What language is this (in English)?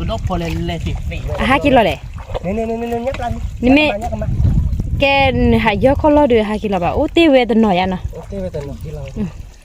S'gaw Karen